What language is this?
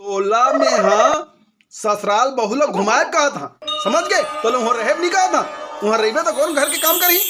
Chhattisgarhi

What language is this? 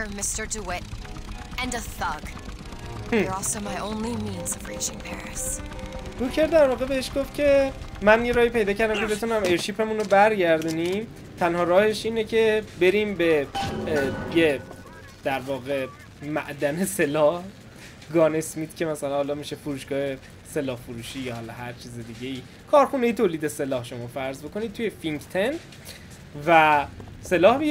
Persian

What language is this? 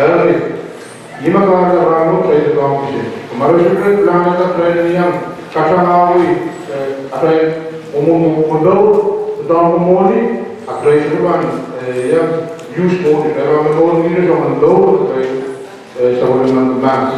Pohnpeian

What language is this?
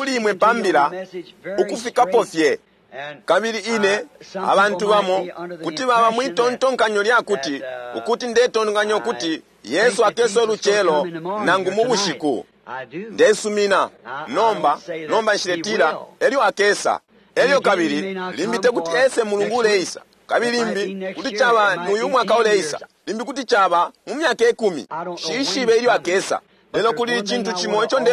Bemba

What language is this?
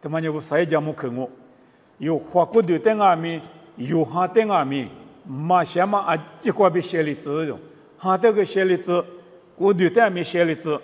Lisu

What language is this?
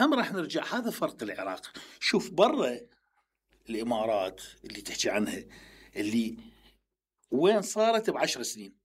Mesopotamian Arabic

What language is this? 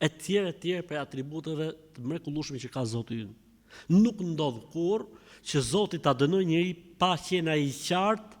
Albanian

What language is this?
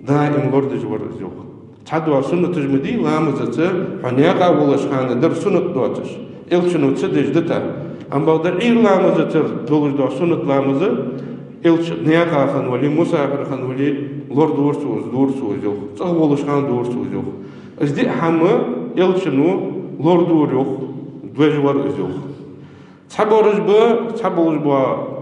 Ingush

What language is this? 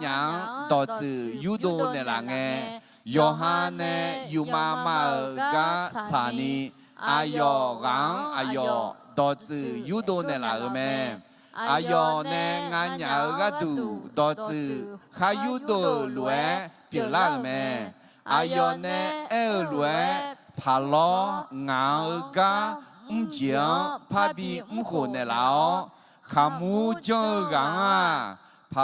Akha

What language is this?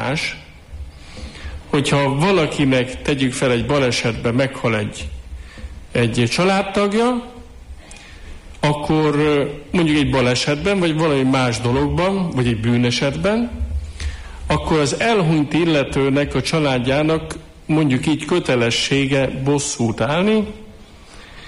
Hungarian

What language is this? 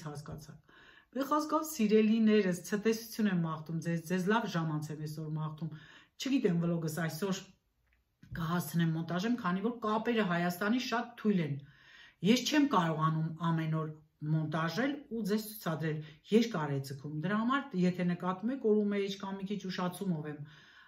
Armenian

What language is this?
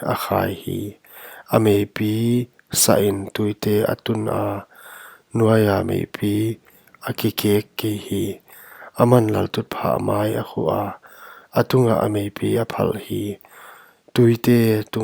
Paite Chin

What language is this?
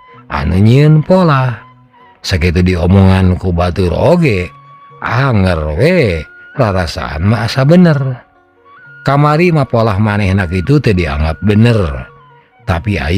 Sundanese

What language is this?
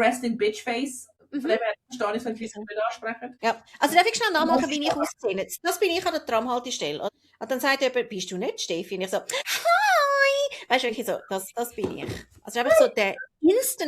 Swiss German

